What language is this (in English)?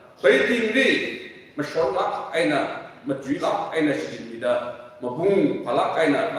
Tangkhul Naga (India)